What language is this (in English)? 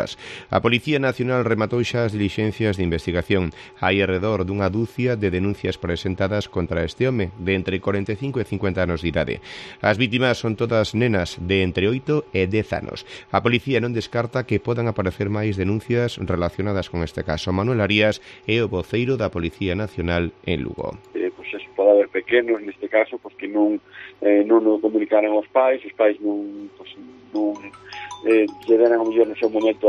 Galician